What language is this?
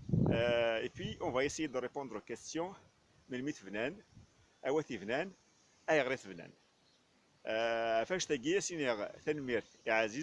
Kabyle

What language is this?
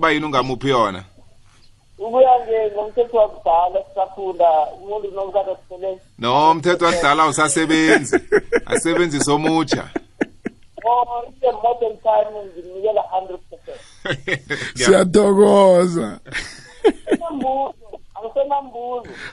South Ndebele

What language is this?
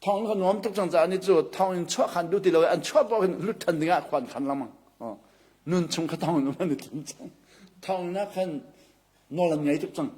Hakha Chin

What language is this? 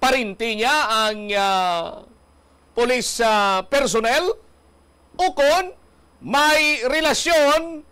Hiligaynon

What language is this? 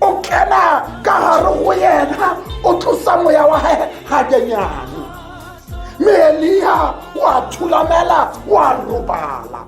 Tswana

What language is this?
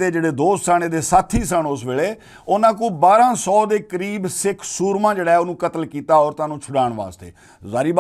Western Panjabi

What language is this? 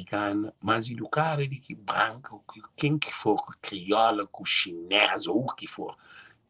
Kabuverdianu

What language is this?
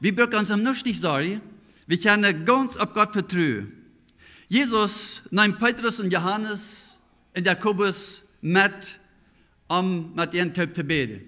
Plautdietsch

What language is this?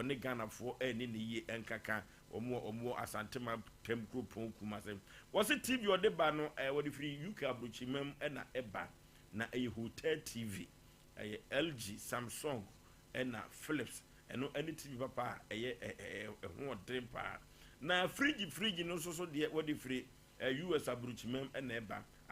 Akan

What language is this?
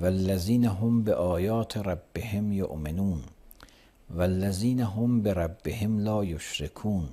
Azerbaijani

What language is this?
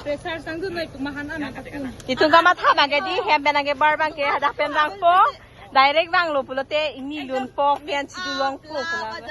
Karbi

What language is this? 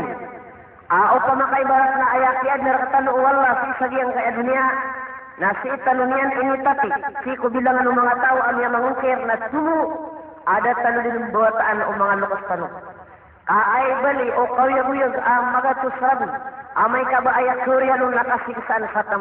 Maranao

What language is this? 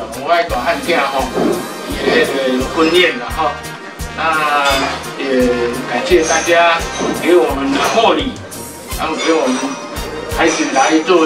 Chinese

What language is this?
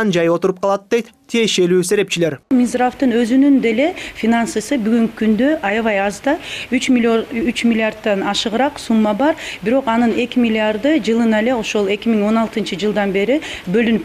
Kyrgyz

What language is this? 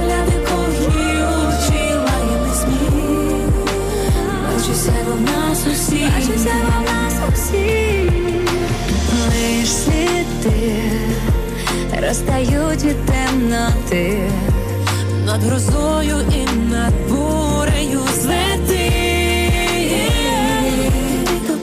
Ukrainian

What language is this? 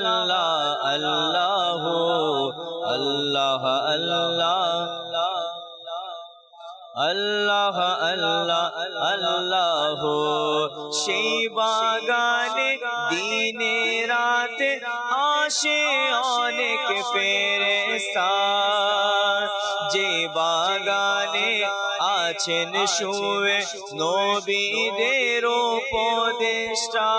Bangla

